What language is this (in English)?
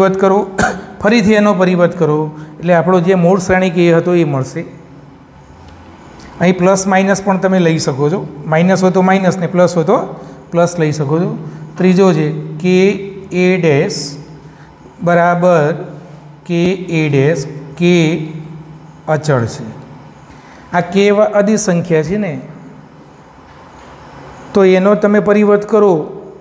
Gujarati